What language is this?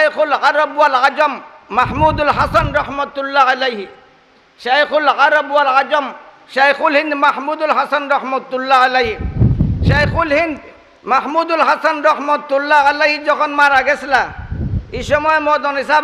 Sylheti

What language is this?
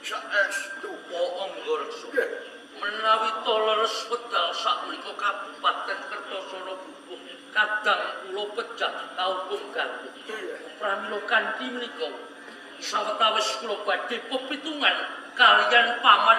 Javanese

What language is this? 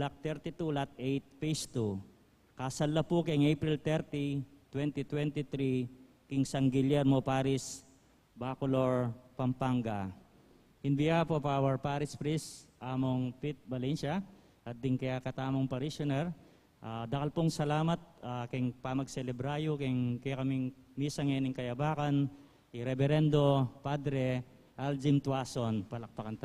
Pampanga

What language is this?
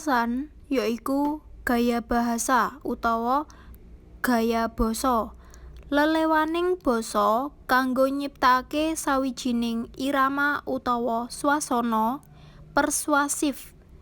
Javanese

